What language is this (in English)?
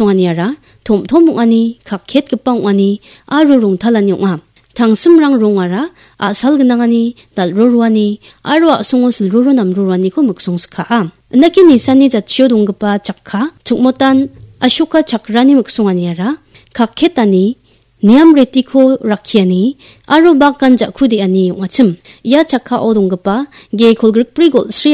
Garo